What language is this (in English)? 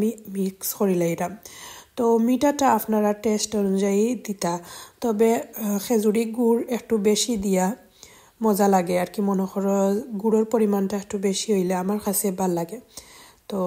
Sylheti